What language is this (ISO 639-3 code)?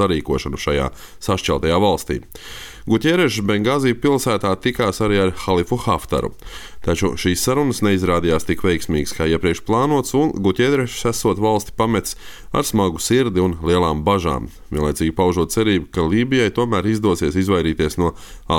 lav